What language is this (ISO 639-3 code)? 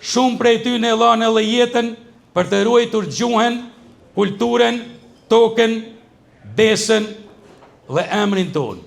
sqi